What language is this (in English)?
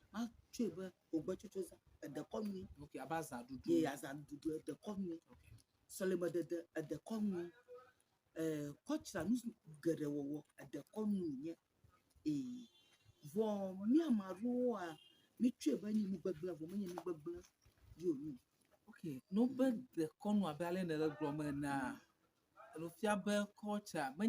Ewe